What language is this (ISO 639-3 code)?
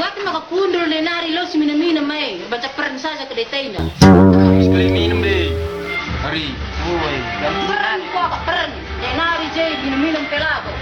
btx